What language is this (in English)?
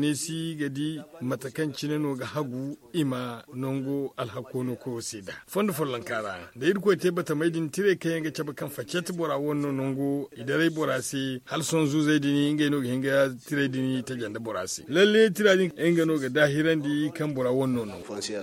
Zarma